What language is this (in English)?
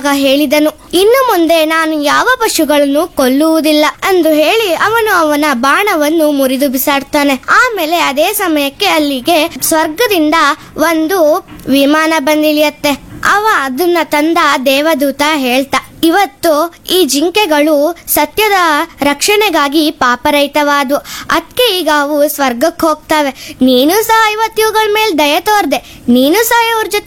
Kannada